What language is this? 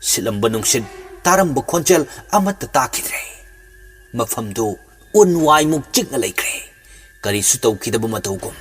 Manipuri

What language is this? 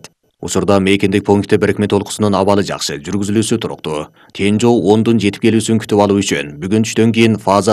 Kyrgyz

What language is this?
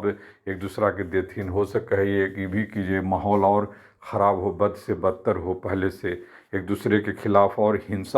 Magahi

